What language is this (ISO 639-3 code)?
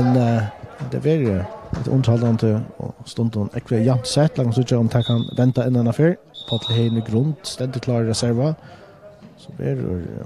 fao